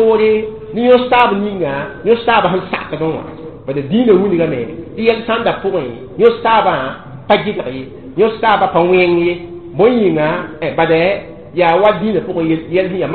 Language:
Mossi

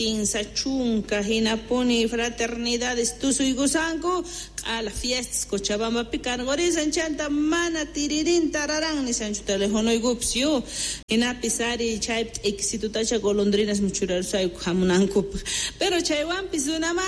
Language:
South Bolivian Quechua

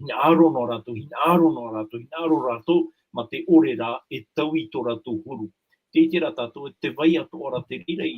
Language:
Tahitian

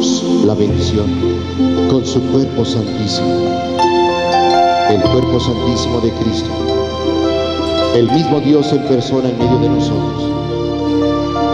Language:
Spanish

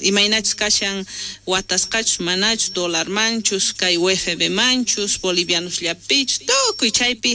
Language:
South Bolivian Quechua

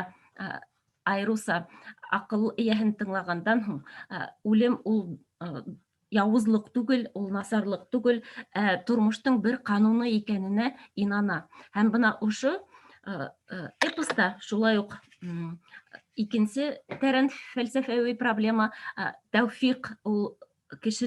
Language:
Bashkir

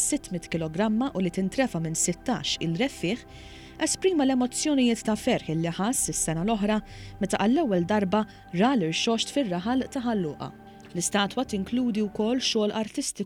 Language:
Maltese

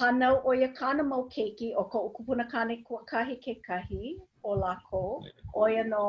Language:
Hawaiian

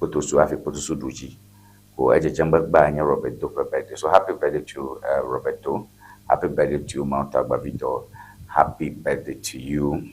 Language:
Ewe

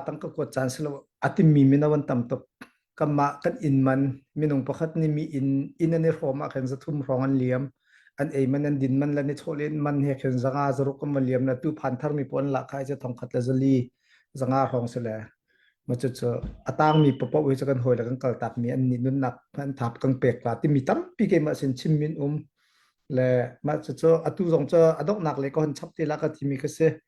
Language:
Hakha Chin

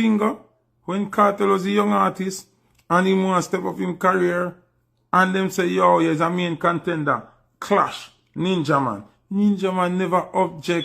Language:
Jamaican Creole English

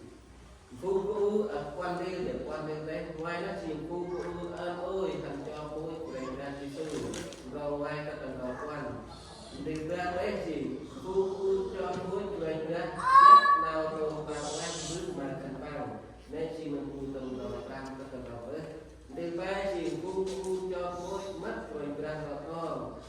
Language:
Central Mnong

